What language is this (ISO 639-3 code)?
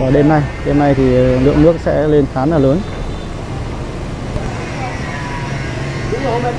vie